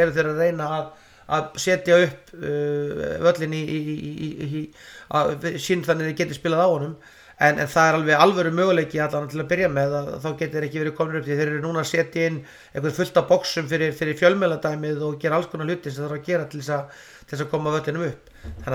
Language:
Icelandic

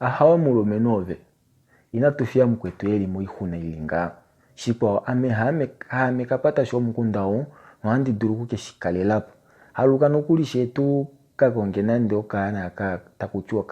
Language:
Kuanyama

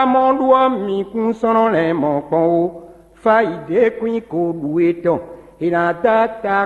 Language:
Fon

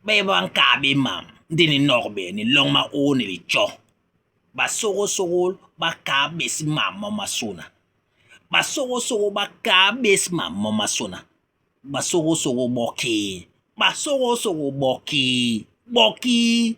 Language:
Basaa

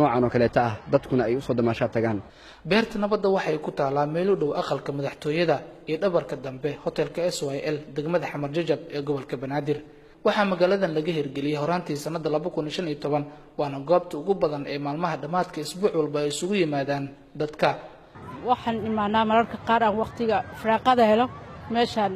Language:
Somali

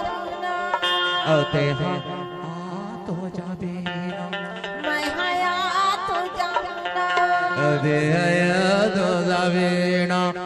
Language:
Chhattisgarhi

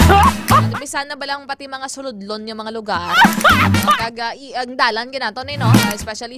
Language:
Hiligaynon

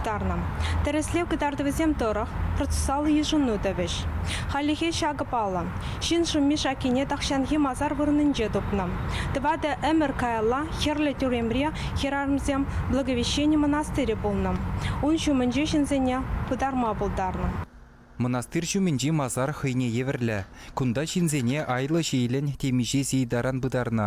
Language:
Chuvash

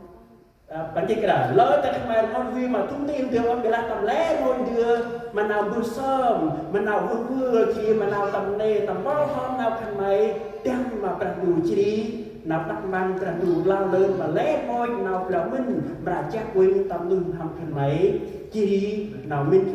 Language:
Central Mnong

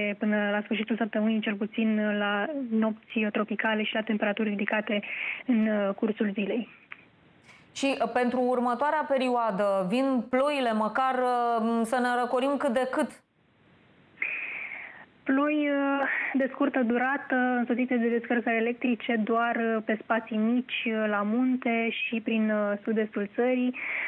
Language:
Romanian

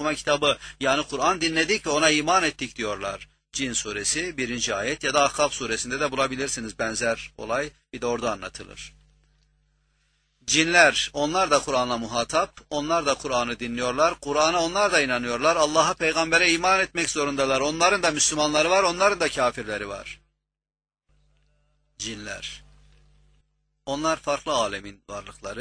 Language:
Turkish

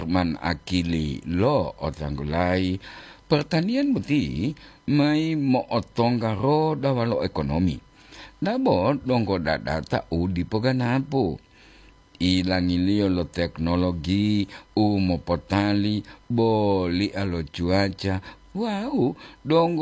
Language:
Gorontalo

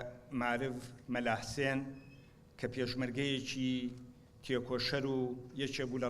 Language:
Central Kurdish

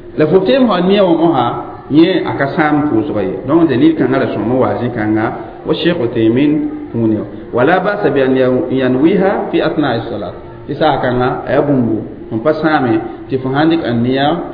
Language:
Mossi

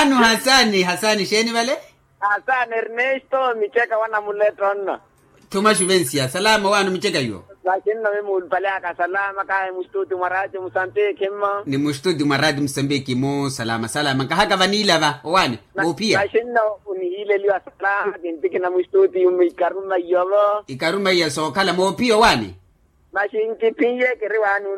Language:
Makhuwa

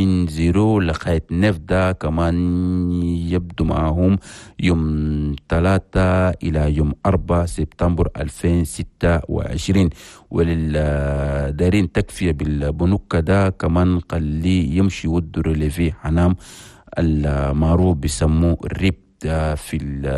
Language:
Chadian Arabic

